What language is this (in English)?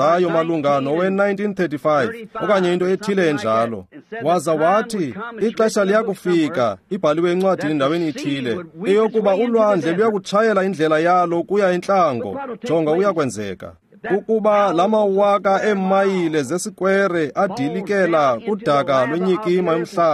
Xhosa